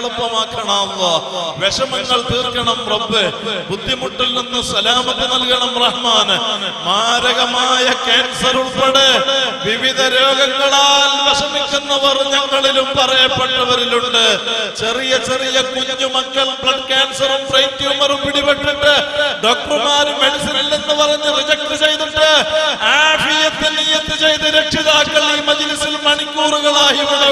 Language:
Malayalam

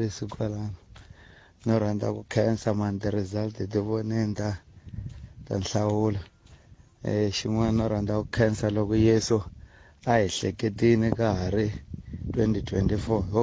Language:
Tsonga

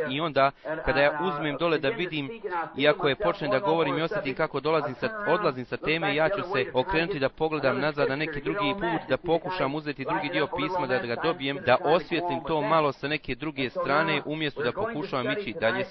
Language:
Bosnian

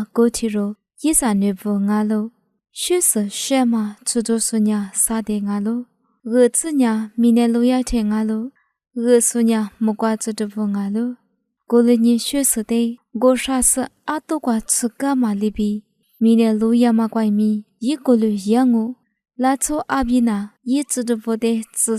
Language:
Lisu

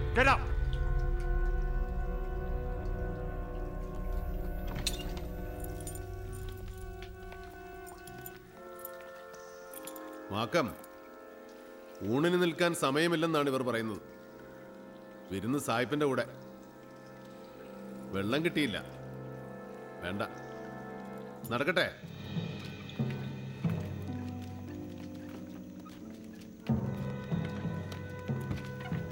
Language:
Malayalam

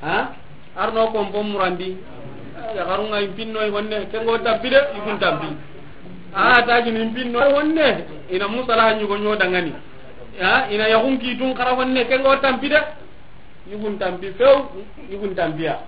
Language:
Soninke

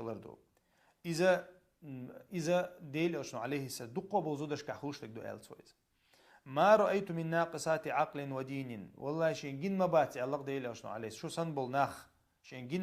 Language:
Chechen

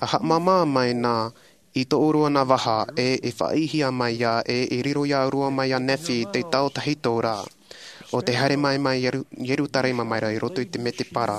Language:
Tahitian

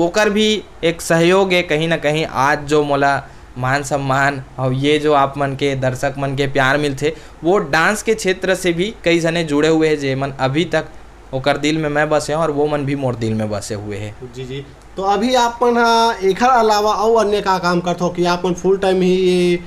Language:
Chhattisgarhi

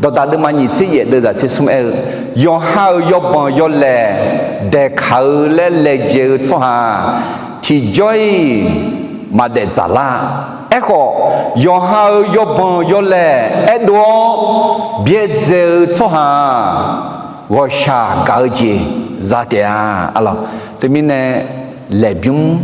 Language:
Akha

